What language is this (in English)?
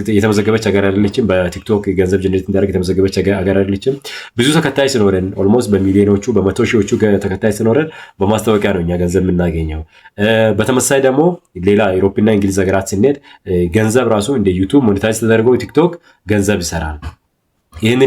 Amharic